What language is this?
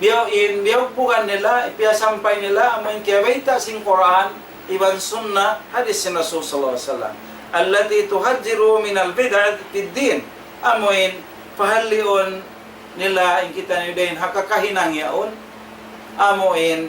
Tausug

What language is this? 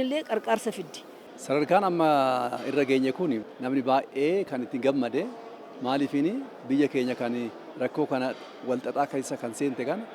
Oromo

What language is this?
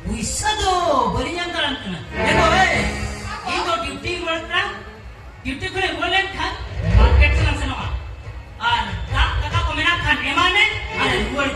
Santali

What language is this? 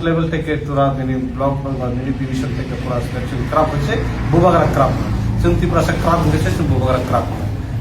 Kok Borok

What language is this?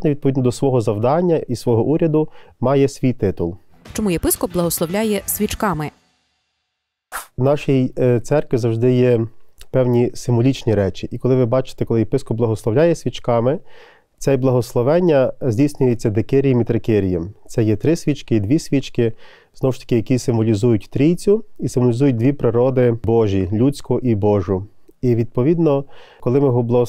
Ukrainian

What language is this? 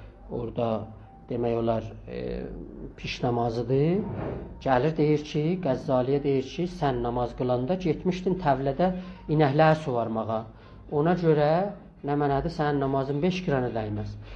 South Azerbaijani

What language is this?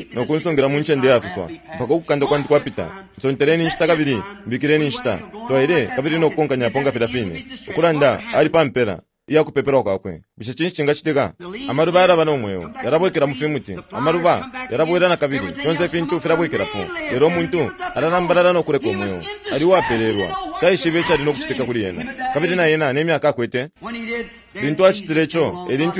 Bemba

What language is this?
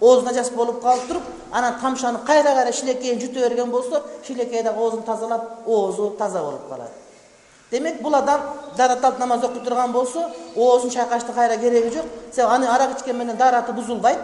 Kyrgyz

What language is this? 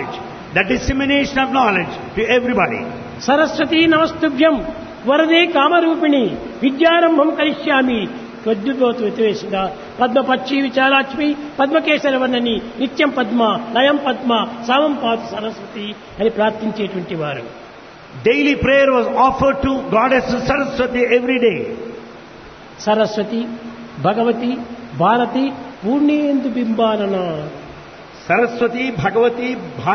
Telugu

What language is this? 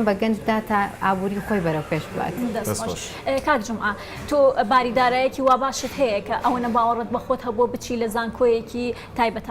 Central Kurdish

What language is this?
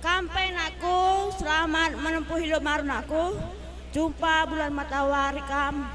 Batak Karo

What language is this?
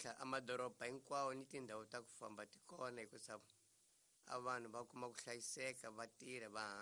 Tsonga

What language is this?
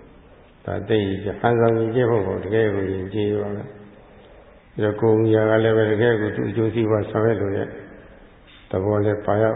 Burmese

